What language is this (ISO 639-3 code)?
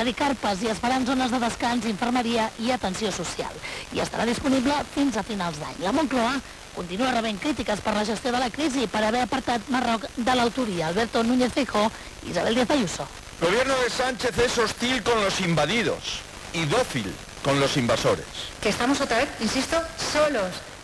cat